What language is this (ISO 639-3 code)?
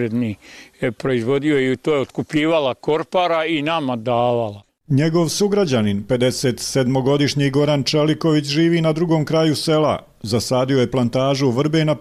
hrv